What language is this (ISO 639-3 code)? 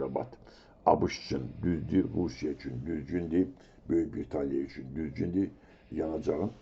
aze